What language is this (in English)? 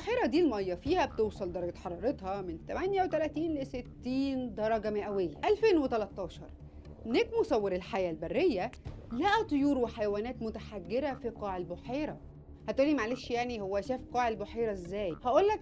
Egyptian Arabic